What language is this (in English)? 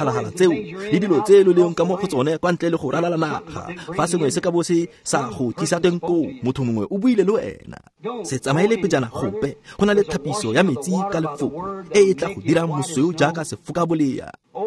Tswana